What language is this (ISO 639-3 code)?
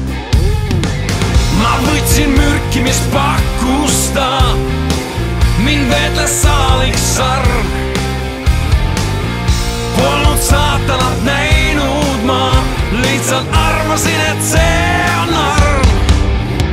est